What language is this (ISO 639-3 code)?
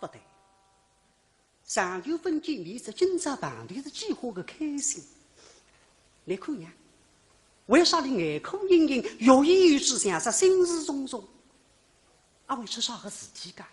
wuu